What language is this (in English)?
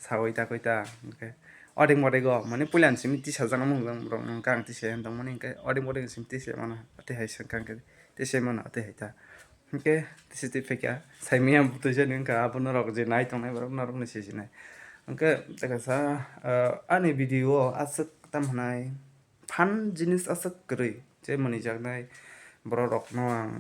Kok Borok